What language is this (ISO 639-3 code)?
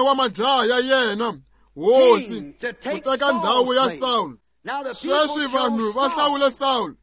tso